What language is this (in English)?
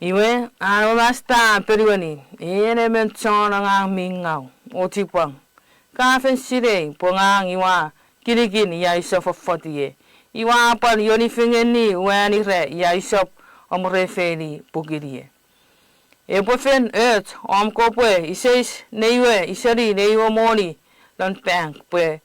Chuukese